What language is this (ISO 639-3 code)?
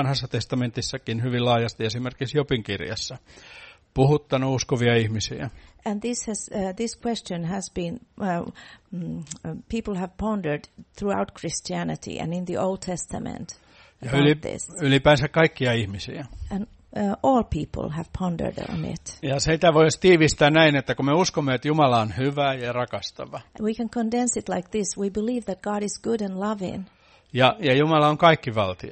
fin